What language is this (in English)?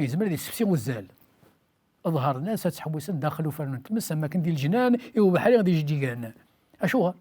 Kabyle